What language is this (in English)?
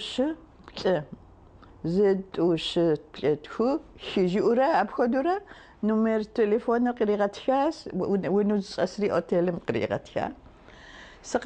Kabardian